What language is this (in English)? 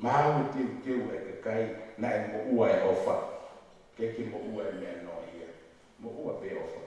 Tongan